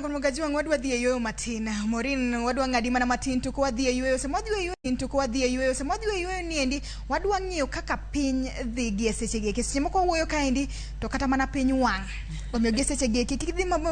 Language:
Luo (Kenya and Tanzania)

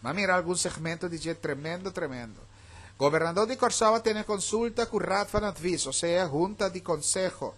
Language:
Papiamento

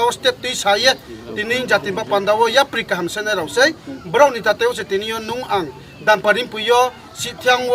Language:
Riang (India)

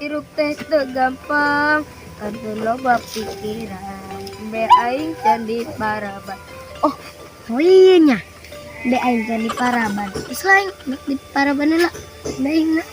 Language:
Sundanese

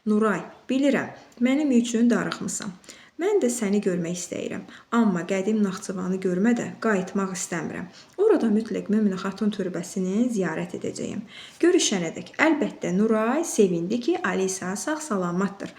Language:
Azerbaijani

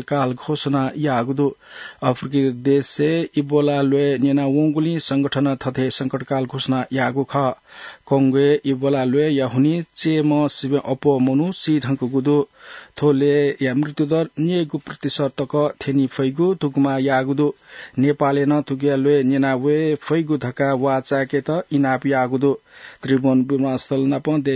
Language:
Newari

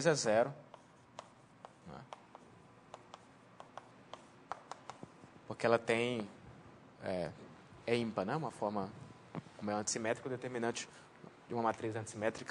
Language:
Portuguese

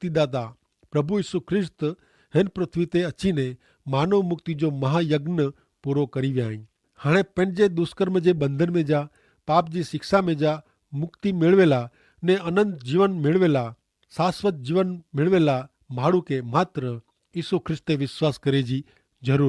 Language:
Kachhi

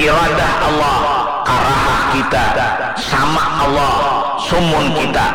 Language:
Banjar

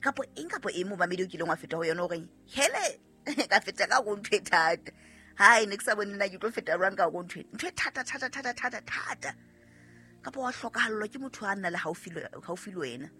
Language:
Southern Sotho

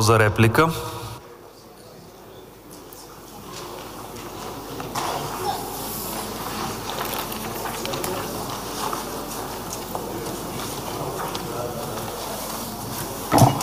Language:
Bulgarian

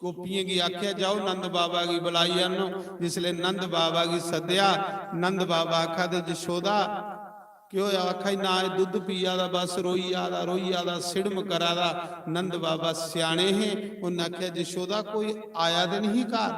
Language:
Dogri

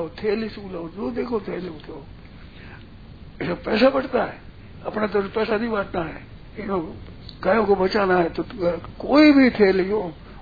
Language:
Hindi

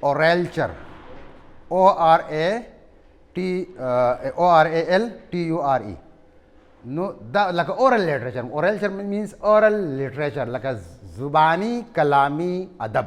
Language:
Pashto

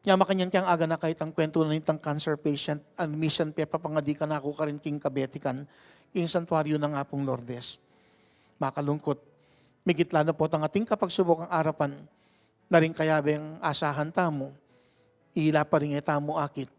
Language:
Pampanga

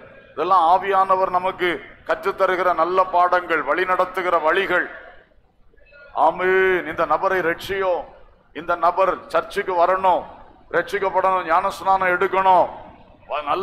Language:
Tamil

